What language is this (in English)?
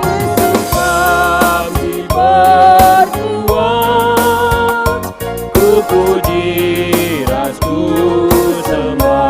Batak Karo